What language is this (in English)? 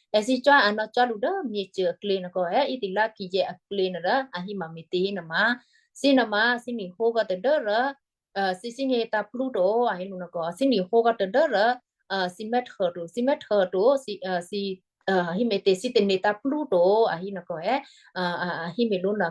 Western Kayah